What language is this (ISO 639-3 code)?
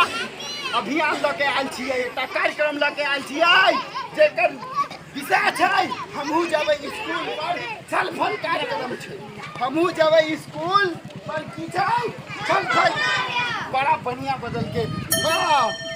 mai